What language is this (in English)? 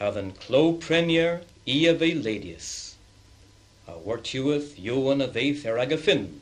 Cornish